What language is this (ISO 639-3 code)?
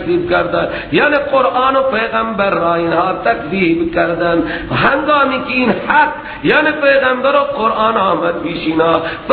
fas